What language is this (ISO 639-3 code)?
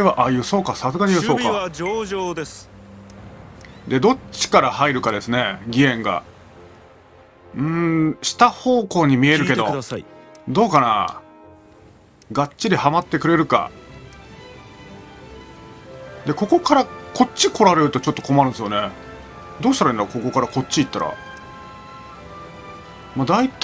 jpn